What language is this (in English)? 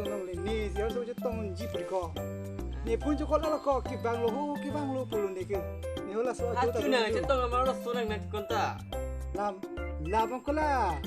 Karbi